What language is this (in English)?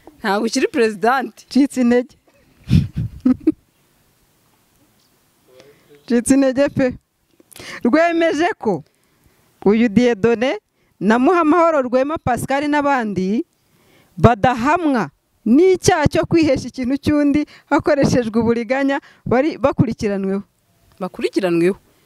Kinyarwanda